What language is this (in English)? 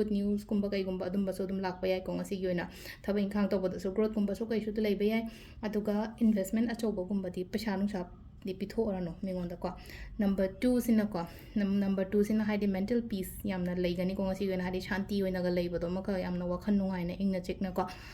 Manipuri